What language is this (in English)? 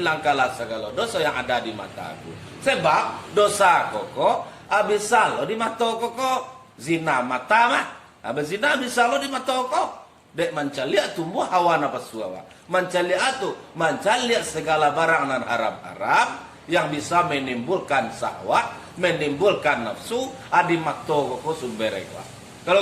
Minangkabau